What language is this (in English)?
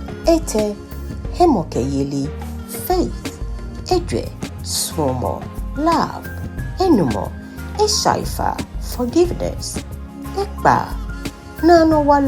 Ga